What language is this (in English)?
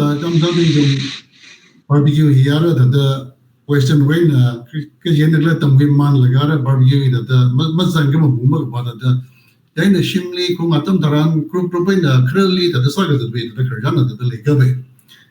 Tangkhul Naga (India)